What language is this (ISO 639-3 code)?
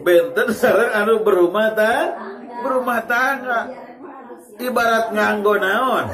sun